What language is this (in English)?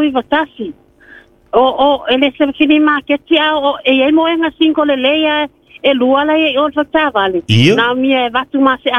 Samoan